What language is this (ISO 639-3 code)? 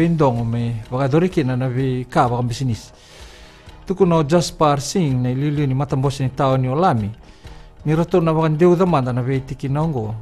fij